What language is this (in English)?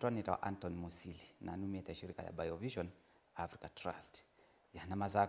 Kamba